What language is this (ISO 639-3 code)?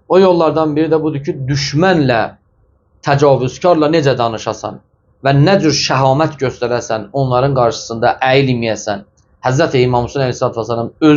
aze